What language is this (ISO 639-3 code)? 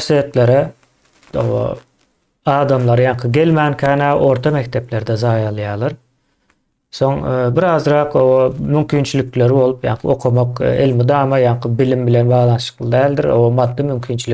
tuk